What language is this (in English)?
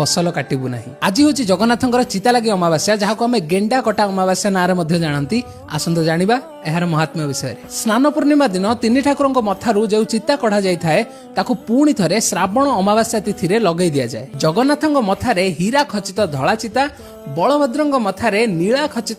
Odia